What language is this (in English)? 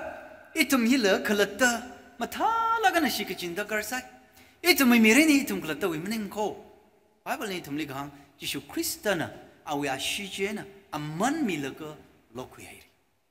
Tangkhul Naga (India)